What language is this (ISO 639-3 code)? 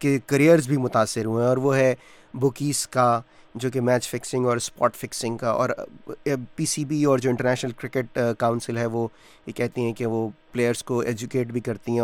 urd